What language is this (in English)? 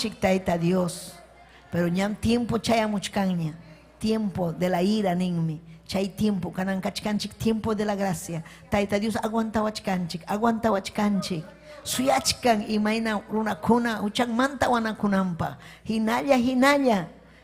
Ayacucho Quechua